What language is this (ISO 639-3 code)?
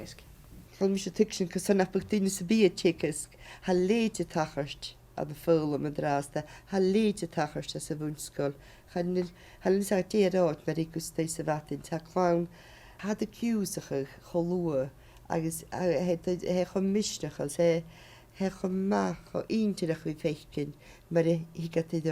gla